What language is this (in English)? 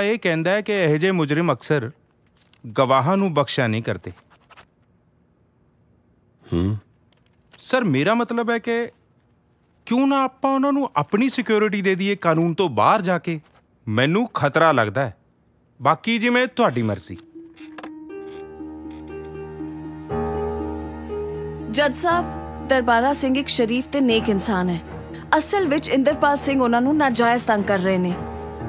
Punjabi